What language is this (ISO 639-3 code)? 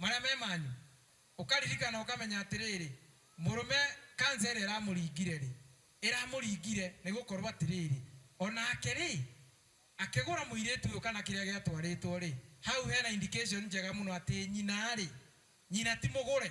kik